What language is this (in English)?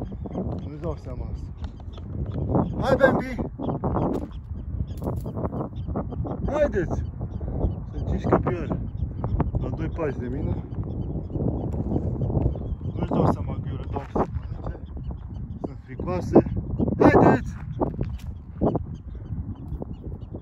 Romanian